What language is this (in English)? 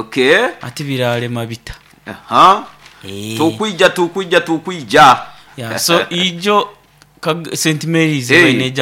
Nyoro